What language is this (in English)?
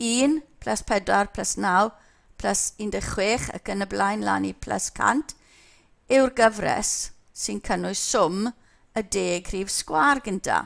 Welsh